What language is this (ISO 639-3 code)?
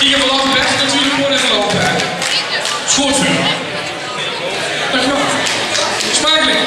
lim